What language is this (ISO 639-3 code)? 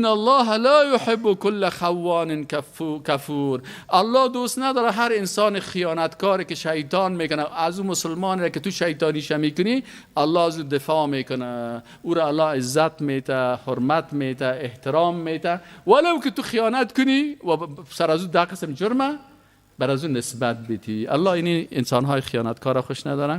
fas